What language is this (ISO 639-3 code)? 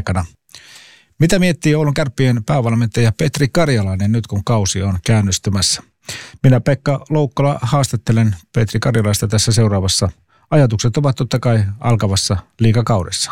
fin